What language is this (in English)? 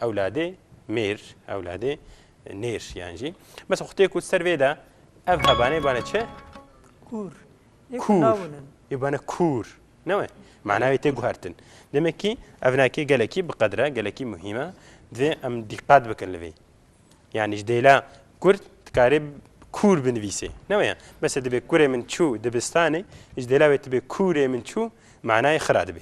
Kurdish